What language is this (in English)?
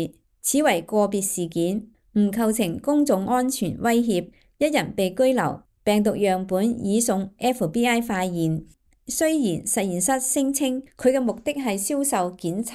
Cantonese